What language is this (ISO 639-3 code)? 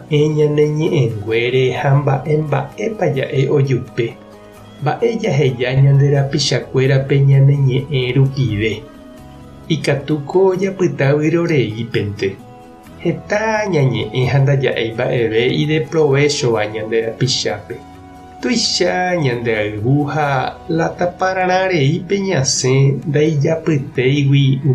grn